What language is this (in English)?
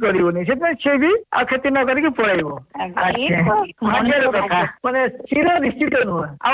Odia